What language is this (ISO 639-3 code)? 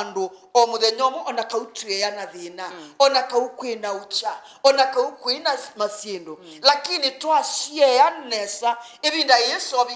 kam